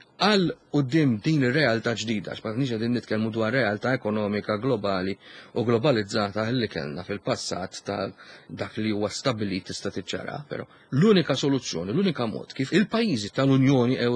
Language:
Maltese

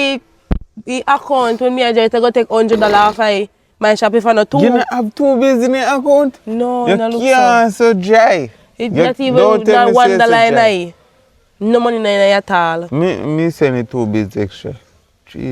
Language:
Jamaican Creole English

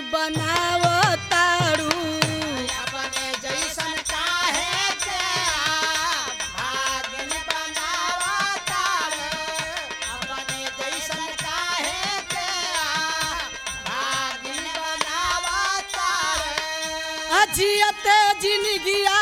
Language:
Bhojpuri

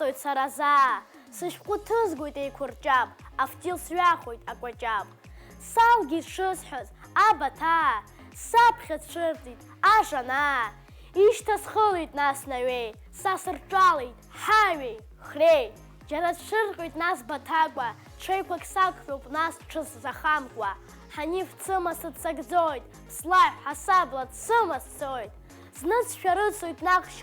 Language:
Abkhazian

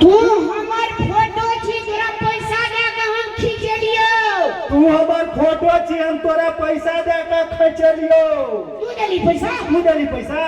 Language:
Maithili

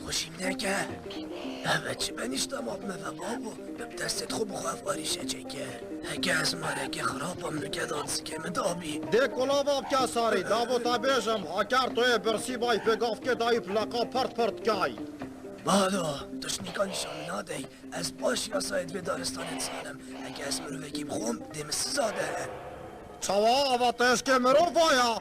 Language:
Kurdish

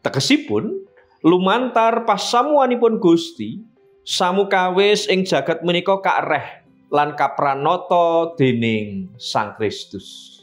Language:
Javanese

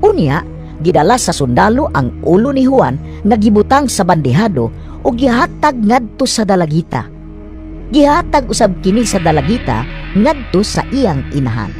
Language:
Cebuano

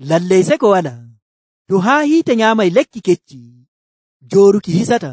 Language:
Nigerian Fulfulde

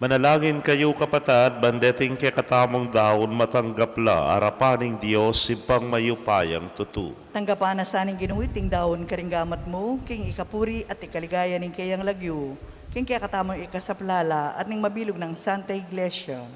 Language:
Pampanga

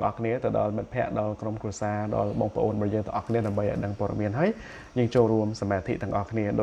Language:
Khmer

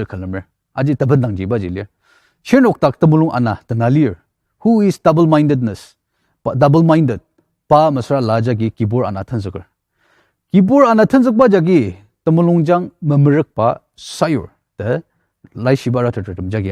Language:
Ao Naga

